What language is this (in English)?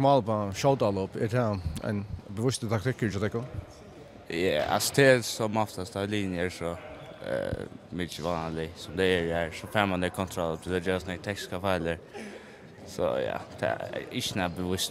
Faroese